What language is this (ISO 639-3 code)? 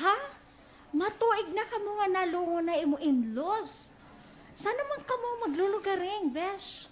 war